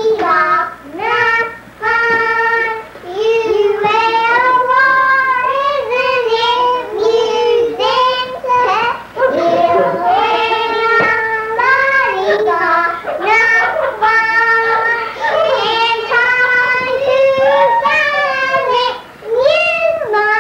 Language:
English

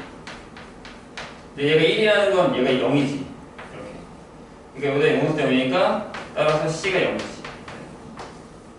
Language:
Korean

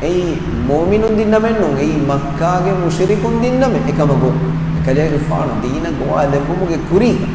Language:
Divehi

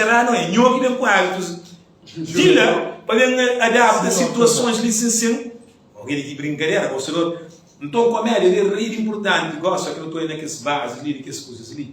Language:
Kabuverdianu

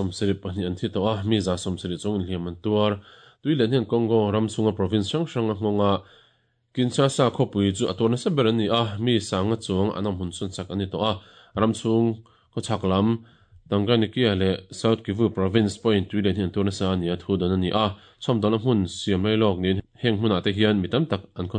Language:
Mizo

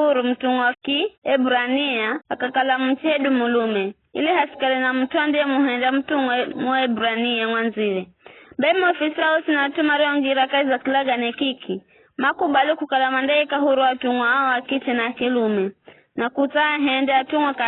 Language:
Giryama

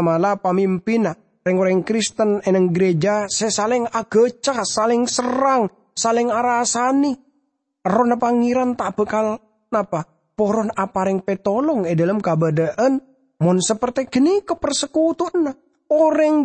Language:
Madurese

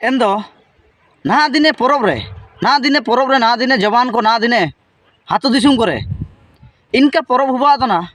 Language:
Ho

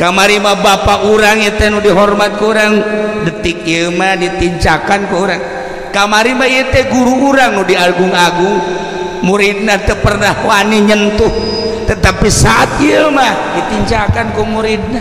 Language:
Sundanese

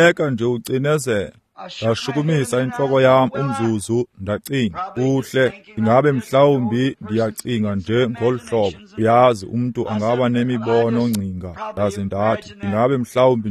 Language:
Xhosa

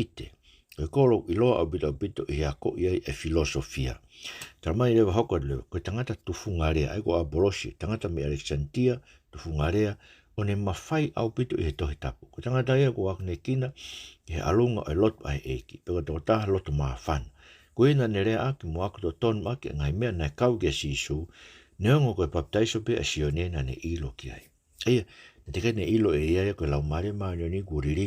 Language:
Tongan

